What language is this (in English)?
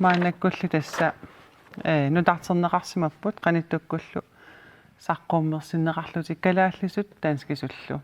Kalaallisut